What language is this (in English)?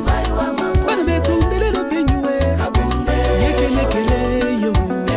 Luba-Lulua